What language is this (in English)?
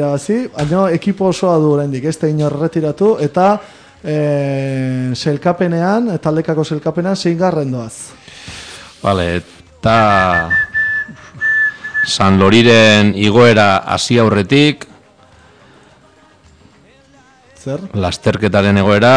Basque